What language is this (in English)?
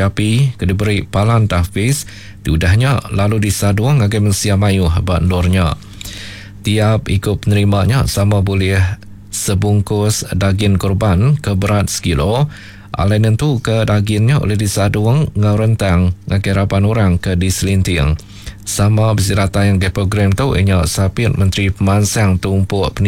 Iban